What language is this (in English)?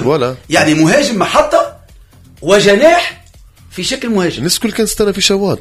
Tunisian Arabic